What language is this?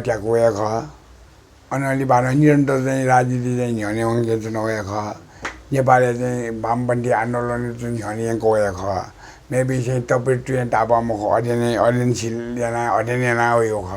Newari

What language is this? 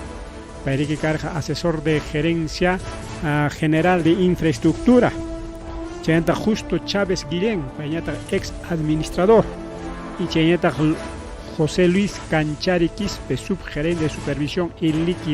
Ayacucho Quechua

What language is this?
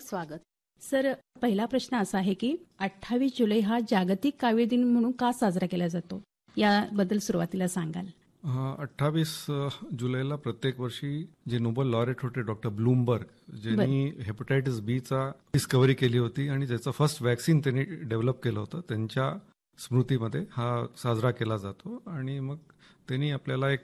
Marathi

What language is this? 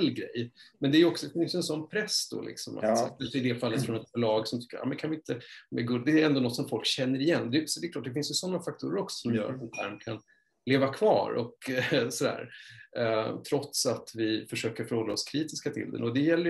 Swedish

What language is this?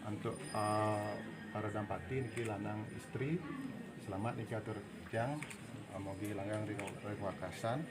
Balinese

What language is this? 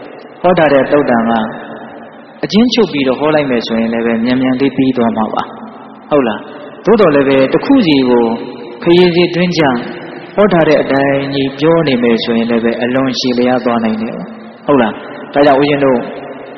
Burmese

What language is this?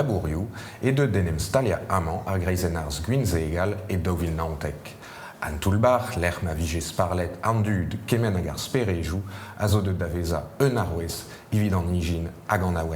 Breton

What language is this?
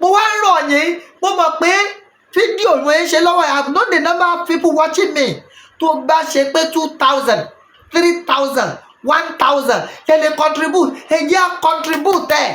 Yoruba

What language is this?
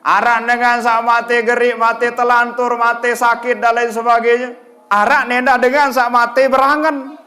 Sasak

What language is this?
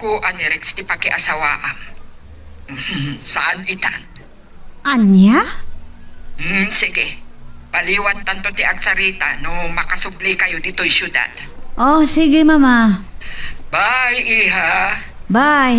Iloko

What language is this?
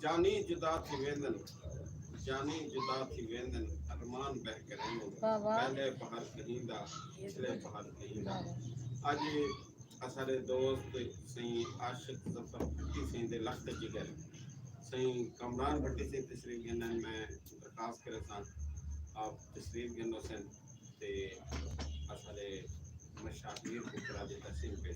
Saraiki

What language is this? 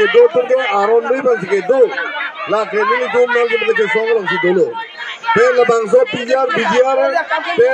Karbi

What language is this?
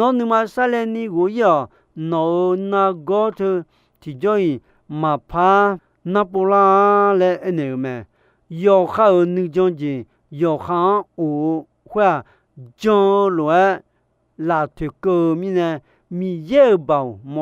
Akha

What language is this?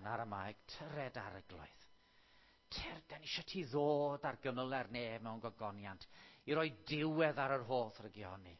Welsh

